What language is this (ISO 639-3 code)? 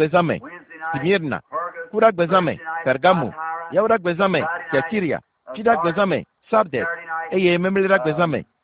ewe